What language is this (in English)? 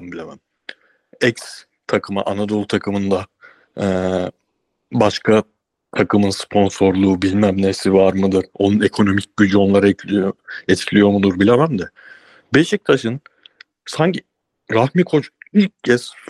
Turkish